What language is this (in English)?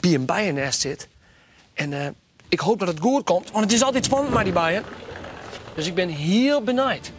Western Frisian